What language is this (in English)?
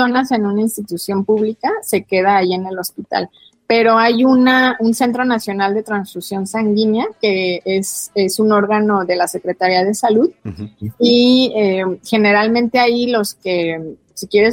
Spanish